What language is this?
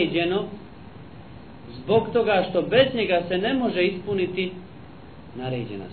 Bosnian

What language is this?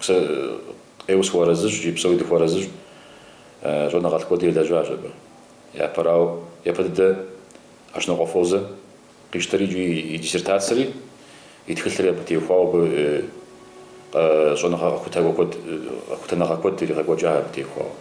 Kabardian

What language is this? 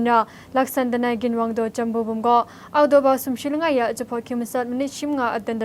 Kachin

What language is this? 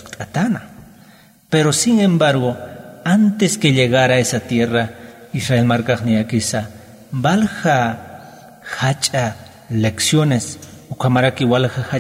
Aymara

